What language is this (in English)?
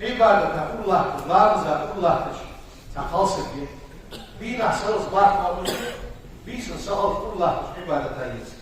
Ingush